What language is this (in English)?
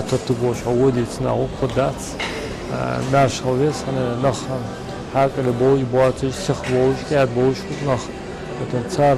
Ingush